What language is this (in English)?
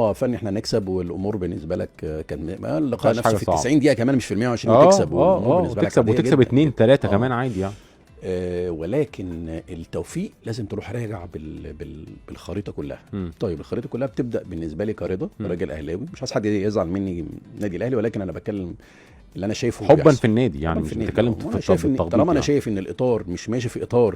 Egyptian Arabic